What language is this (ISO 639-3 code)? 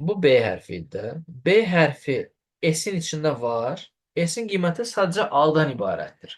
aze